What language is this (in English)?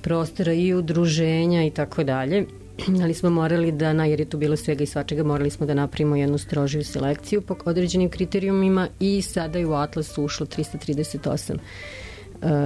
Serbian